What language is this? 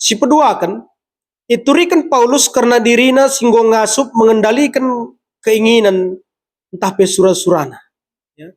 Batak Karo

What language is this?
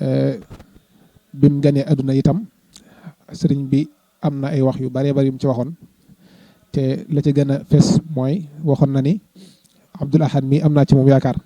Wolof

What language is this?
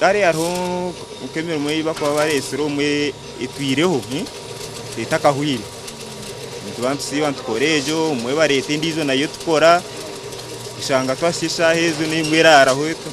Nyankole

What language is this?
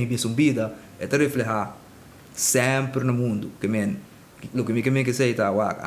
Papiamento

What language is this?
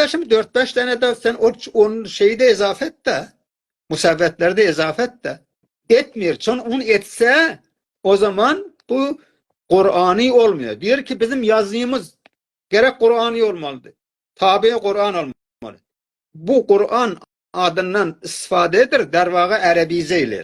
South Azerbaijani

